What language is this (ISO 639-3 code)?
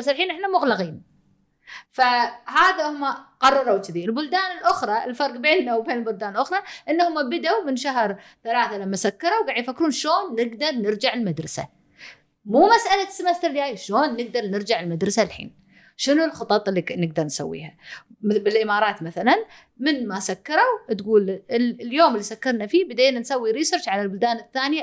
afb